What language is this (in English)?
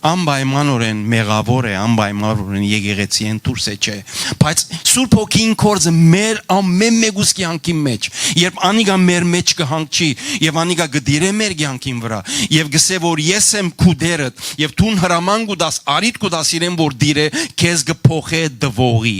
Western Armenian